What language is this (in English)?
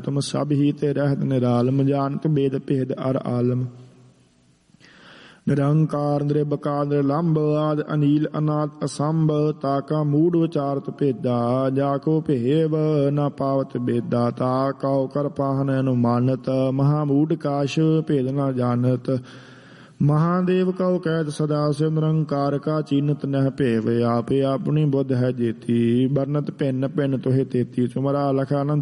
Punjabi